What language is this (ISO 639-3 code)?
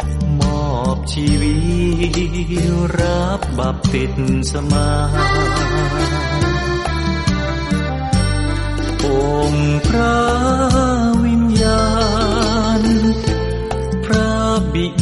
tha